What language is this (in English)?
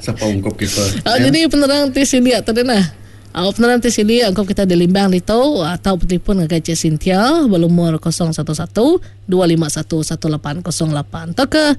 Iban